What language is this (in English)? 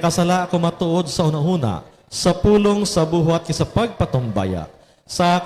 Hiligaynon